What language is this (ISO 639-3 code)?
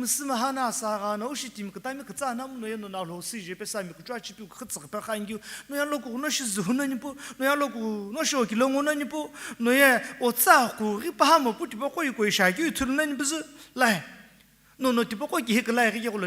nsm